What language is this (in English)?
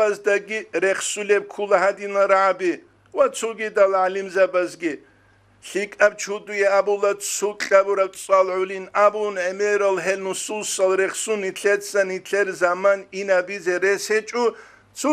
Avaric